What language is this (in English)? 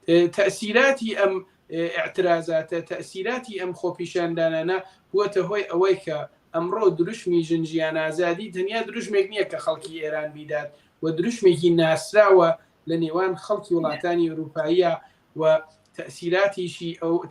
Central Kurdish